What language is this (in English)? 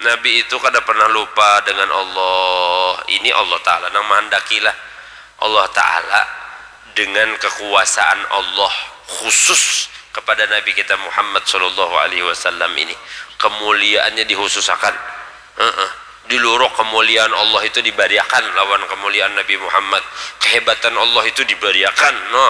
Banjar